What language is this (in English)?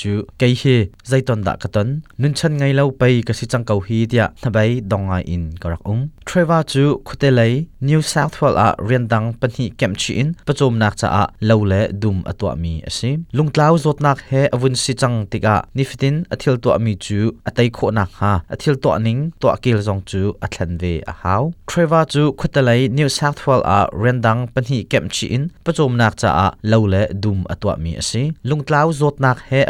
Hakha Chin